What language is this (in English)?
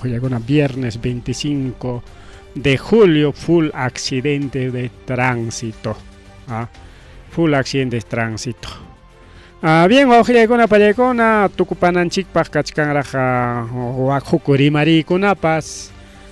Ayacucho Quechua